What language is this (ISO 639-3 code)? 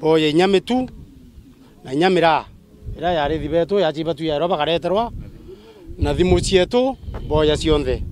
mer